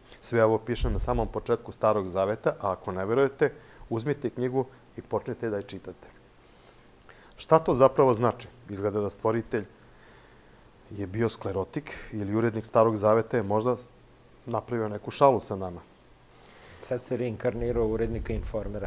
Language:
Serbian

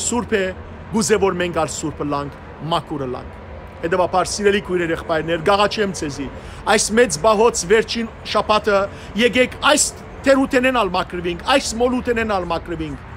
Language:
Western Armenian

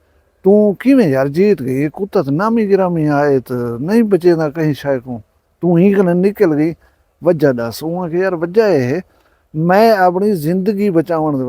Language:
Saraiki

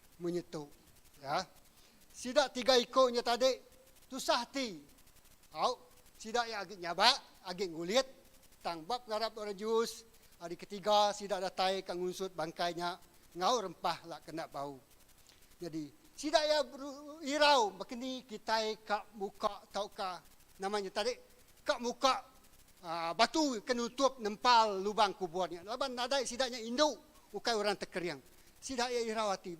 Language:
Iban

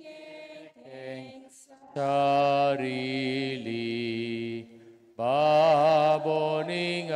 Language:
Pampanga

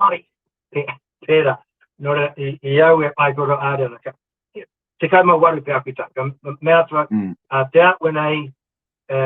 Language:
Māori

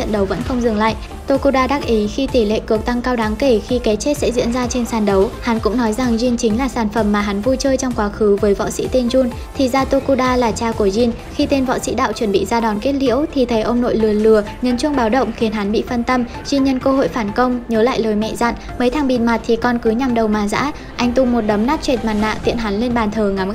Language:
Vietnamese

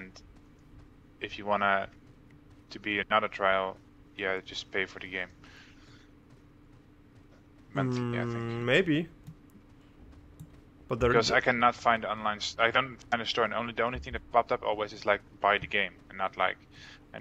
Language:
English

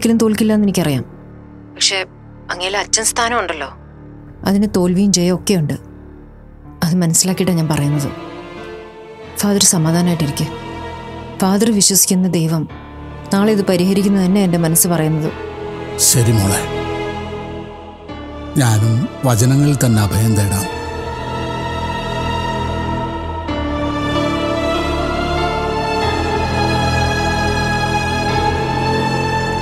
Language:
Malayalam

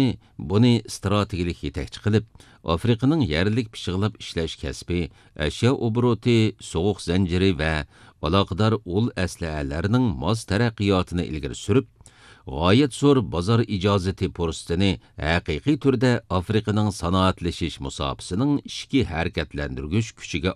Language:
Uyghur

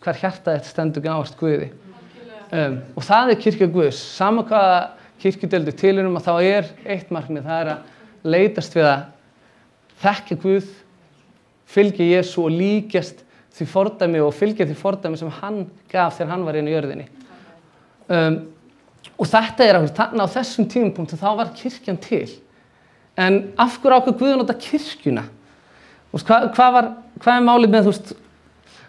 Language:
Icelandic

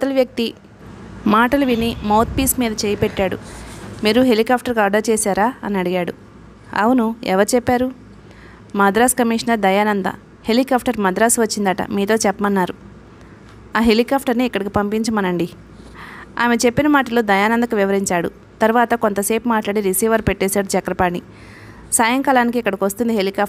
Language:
Telugu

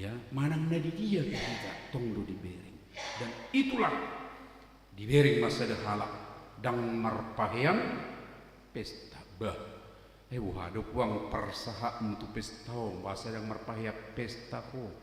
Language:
Batak Toba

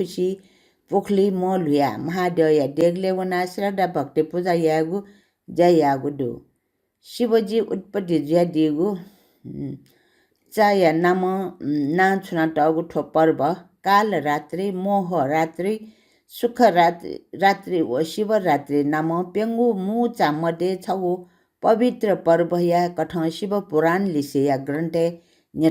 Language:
Newari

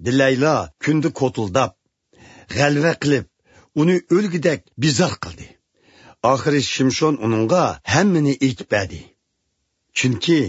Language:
Uyghur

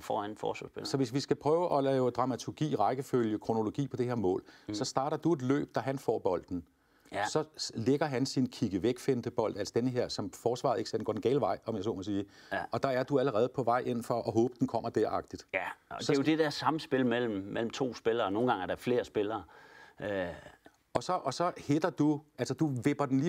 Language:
Danish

